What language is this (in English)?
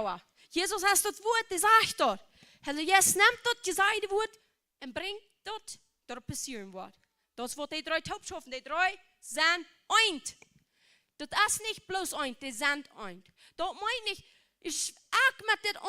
Plautdietsch